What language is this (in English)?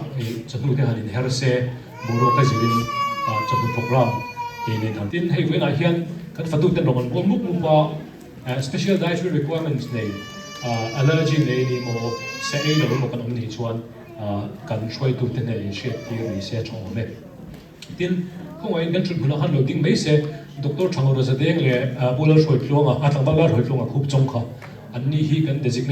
Mizo